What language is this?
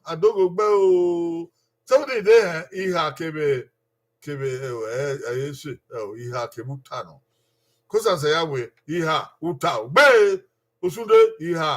Bini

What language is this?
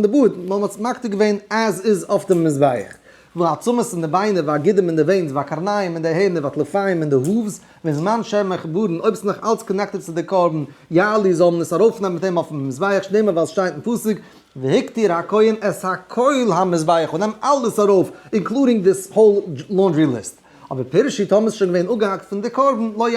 Yiddish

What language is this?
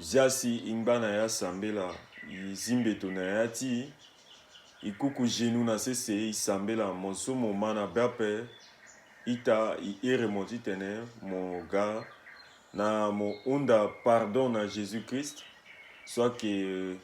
Sango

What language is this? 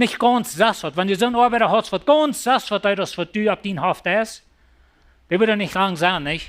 Plautdietsch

